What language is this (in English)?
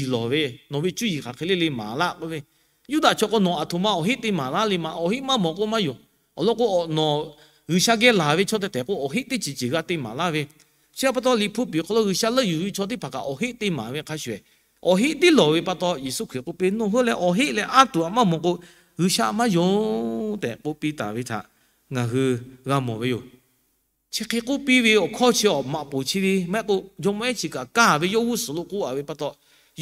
Lahu